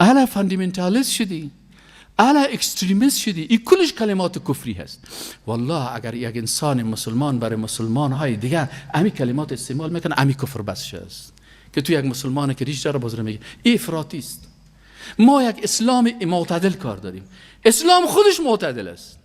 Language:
Persian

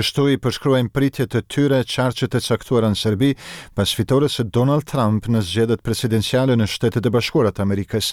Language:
Albanian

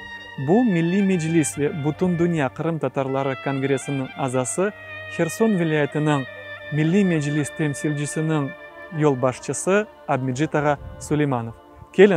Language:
Crimean Tatar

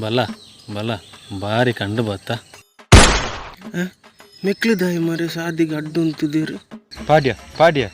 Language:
Tulu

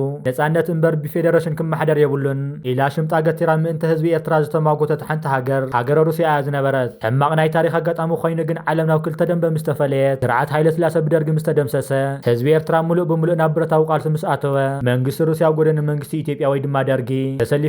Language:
Tigrinya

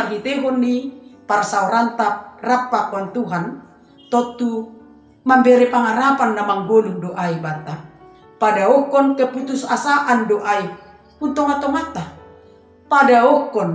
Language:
Batak Simalungun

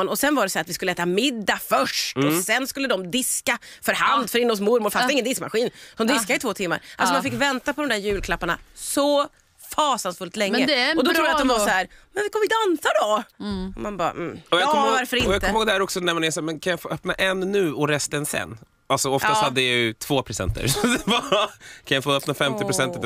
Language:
Swedish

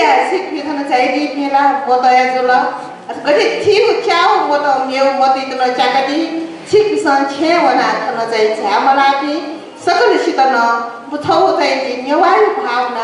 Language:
Newari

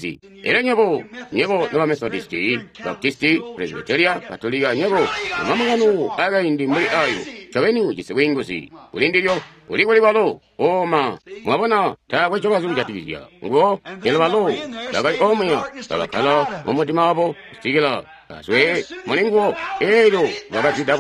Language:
Tonga (Zambia)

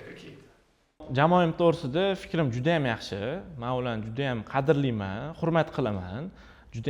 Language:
Uzbek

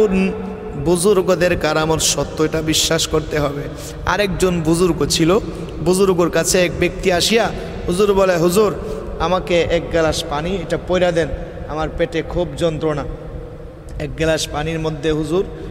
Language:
Bangla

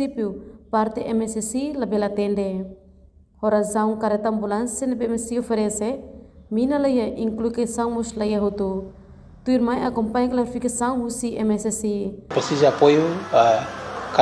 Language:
Tetum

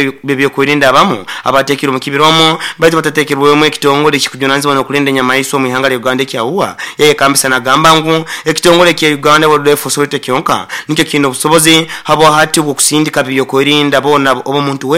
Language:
Nyoro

